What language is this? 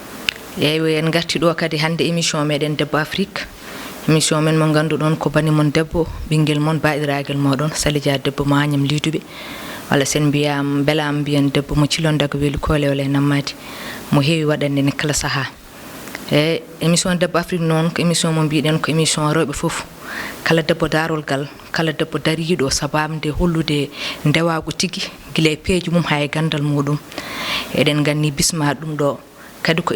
Fula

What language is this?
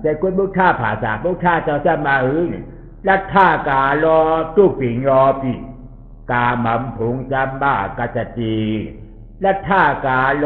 Shan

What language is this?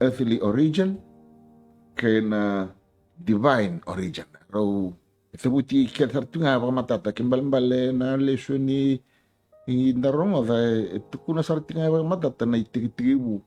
Fijian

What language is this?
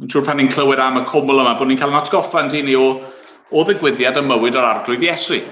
Welsh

